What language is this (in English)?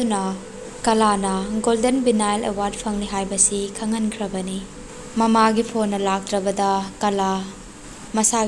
Manipuri